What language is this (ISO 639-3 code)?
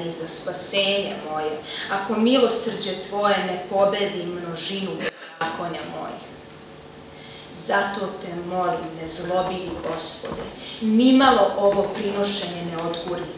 srp